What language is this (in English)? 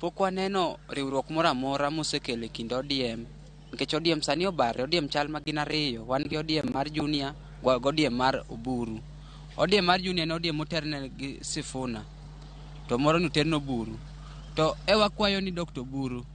Luo (Kenya and Tanzania)